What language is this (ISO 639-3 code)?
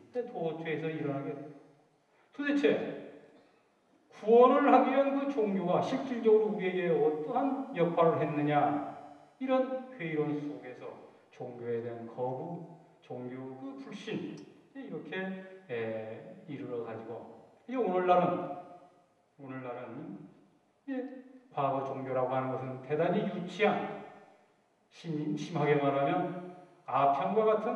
kor